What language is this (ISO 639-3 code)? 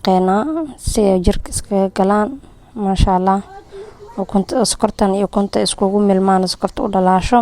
som